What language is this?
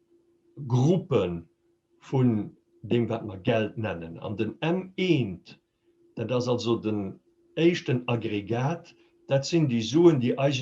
Luxembourgish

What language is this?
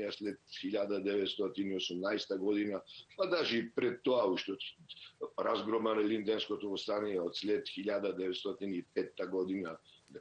Bulgarian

